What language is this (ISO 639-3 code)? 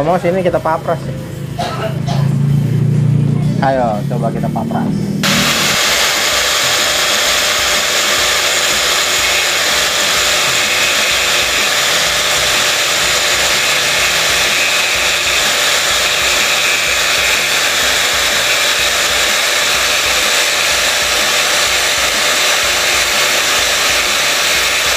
ind